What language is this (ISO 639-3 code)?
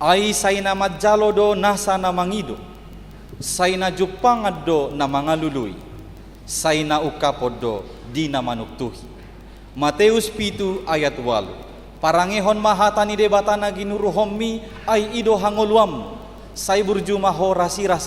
bbc